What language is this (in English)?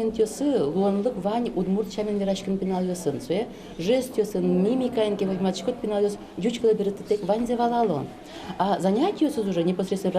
Udmurt